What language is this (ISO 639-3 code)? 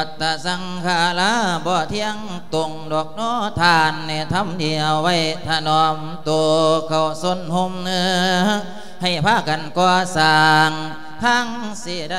lao